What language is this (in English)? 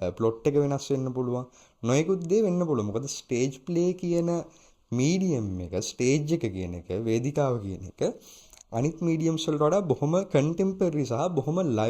Sinhala